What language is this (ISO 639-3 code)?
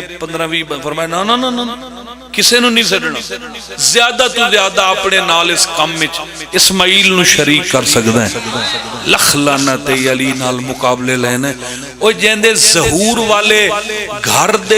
phr